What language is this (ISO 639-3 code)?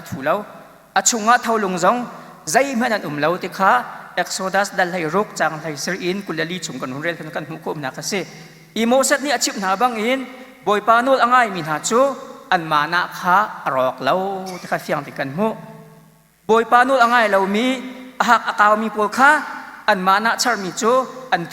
cnh